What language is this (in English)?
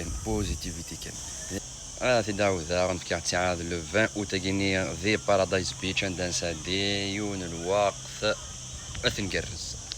Kabyle